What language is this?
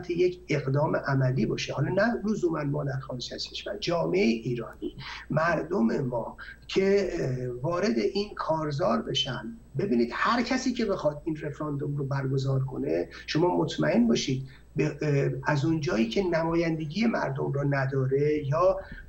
Persian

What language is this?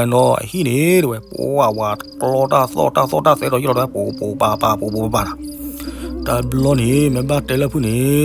S'gaw Karen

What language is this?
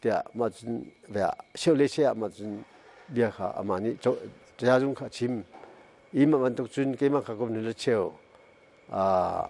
Hakha Chin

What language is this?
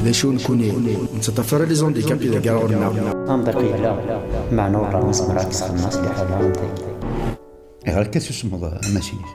Kabyle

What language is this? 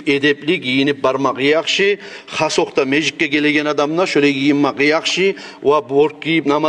Kumyk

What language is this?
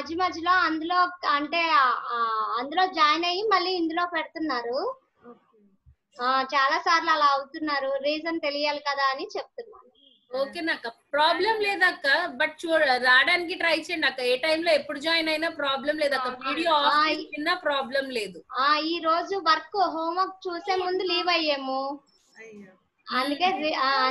Telugu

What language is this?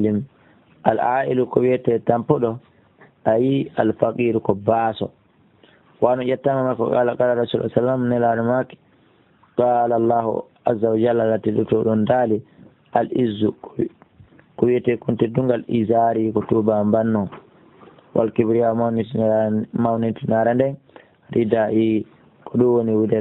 Fula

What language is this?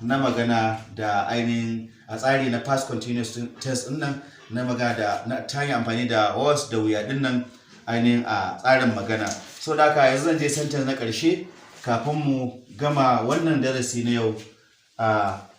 Hausa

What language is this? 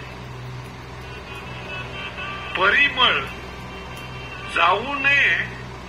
Marathi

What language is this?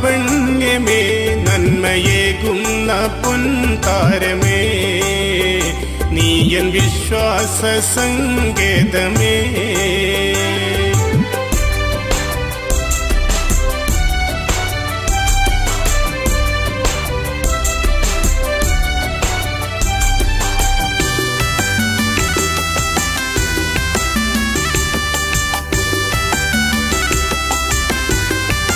Malayalam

